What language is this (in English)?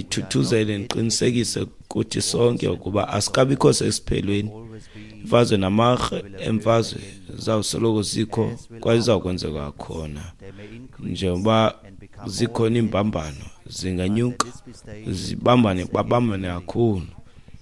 Xhosa